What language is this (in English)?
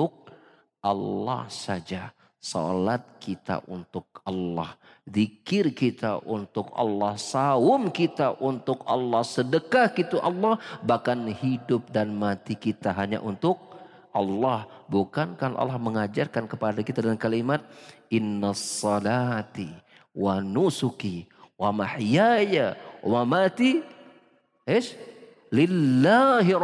Indonesian